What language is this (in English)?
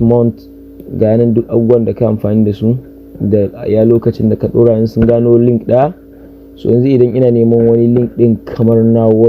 Hausa